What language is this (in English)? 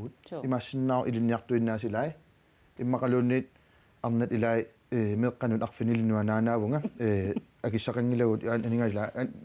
Kalaallisut